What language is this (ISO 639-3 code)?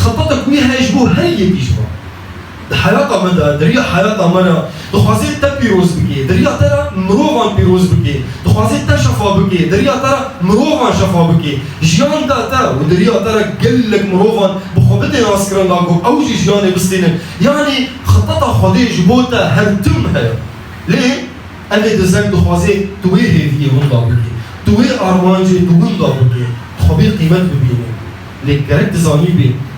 kur